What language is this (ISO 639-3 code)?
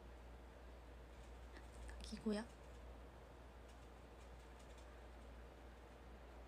jpn